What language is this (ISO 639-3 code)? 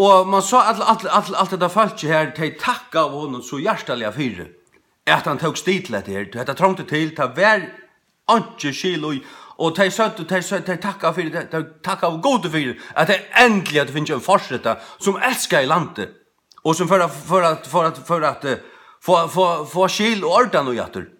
fao